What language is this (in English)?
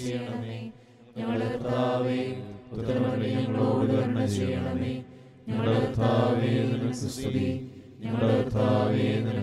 Malayalam